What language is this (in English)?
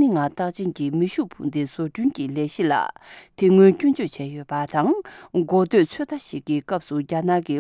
Tibetan